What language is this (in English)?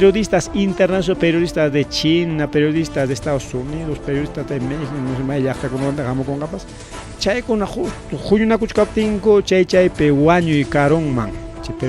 Ayacucho Quechua